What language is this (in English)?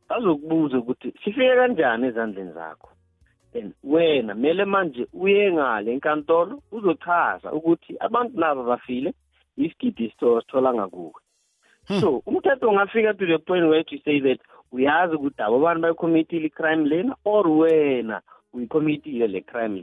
South Ndebele